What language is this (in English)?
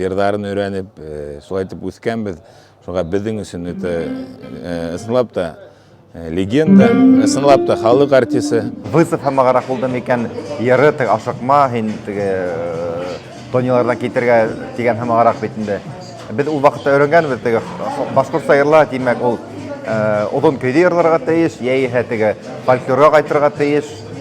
Bashkir